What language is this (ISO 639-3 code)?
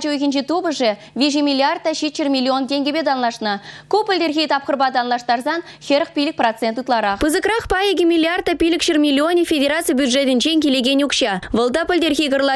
chv